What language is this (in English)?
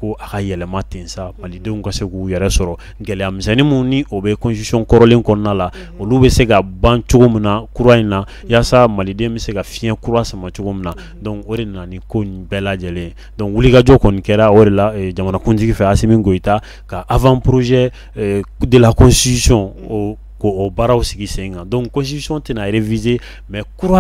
Bambara